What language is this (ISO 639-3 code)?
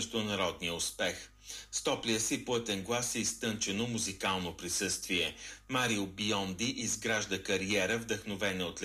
bul